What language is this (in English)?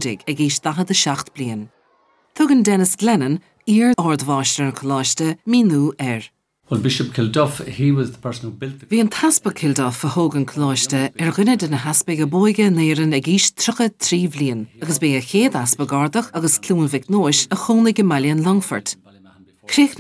Irish